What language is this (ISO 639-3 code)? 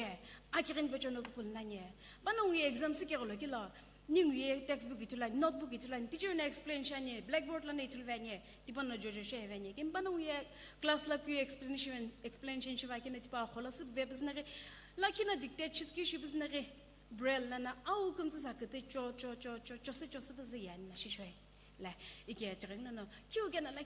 nsm